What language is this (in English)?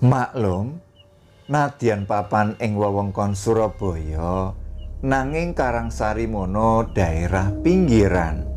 Javanese